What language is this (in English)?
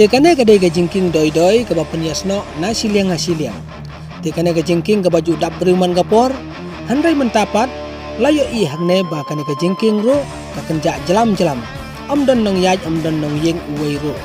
Khasi